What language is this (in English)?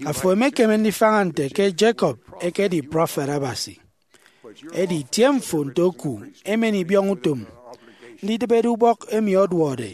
Efik